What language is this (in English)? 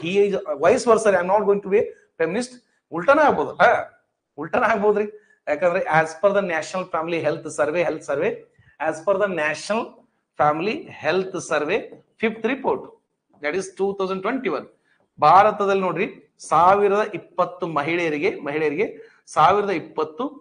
Kannada